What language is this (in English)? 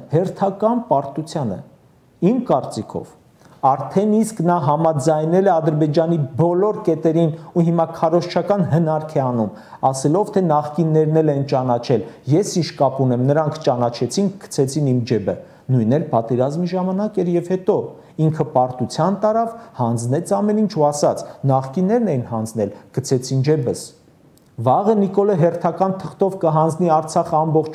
Armenian